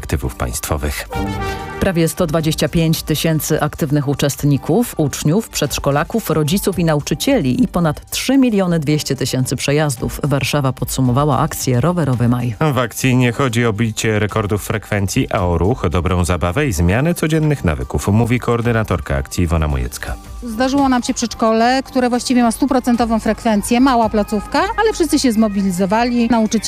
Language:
Polish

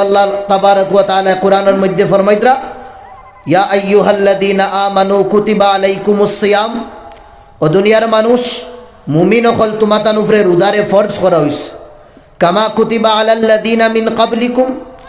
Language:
Sylheti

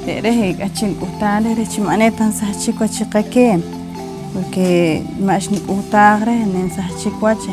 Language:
Poqomchi'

